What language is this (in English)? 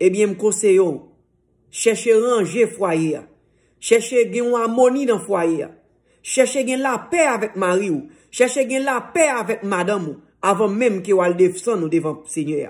Haitian Creole